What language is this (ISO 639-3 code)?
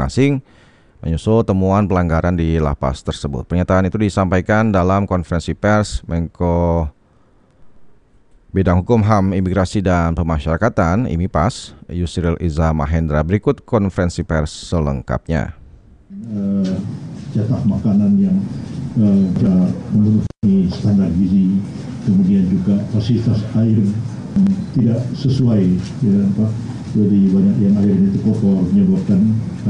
ind